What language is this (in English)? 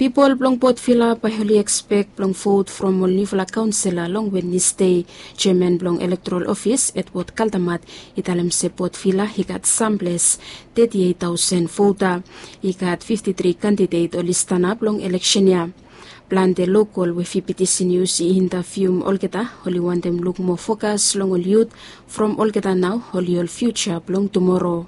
Bislama